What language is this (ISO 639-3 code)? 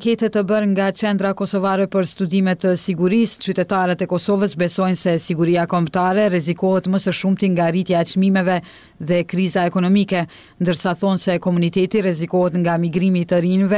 sqi